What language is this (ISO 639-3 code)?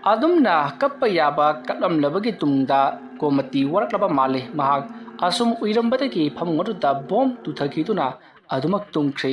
mni